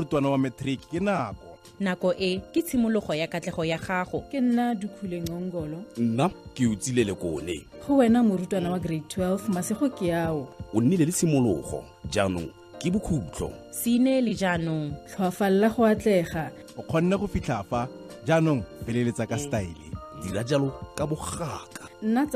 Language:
Tswana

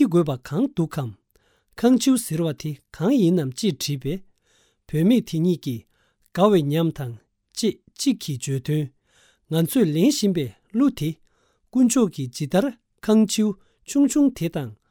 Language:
Tibetan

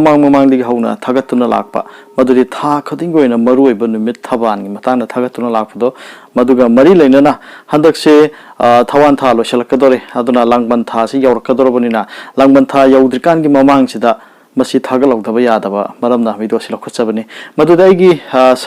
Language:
Manipuri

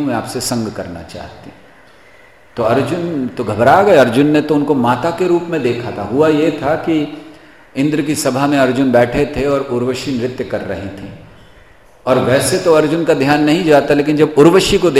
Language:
Hindi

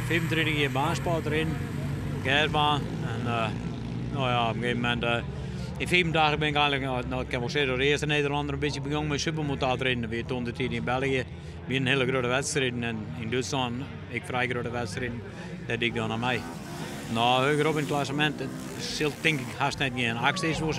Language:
Western Frisian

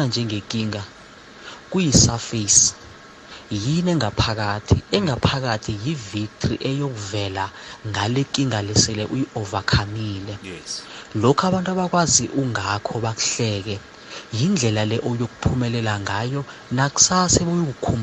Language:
South Ndebele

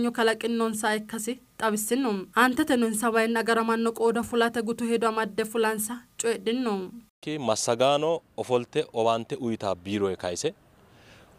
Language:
Sidamo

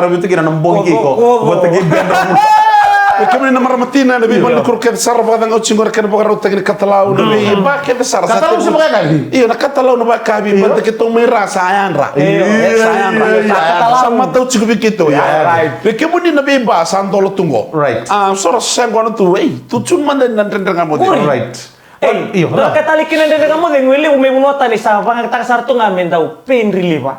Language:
Fijian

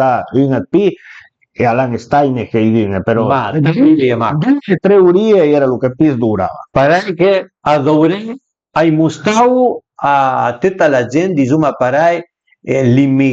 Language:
Piedmontese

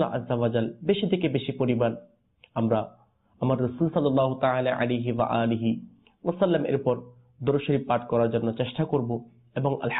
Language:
Bangla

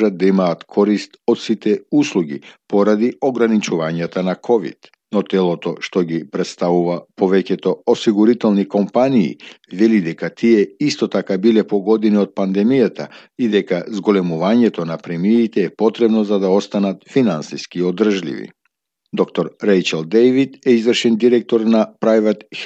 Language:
Macedonian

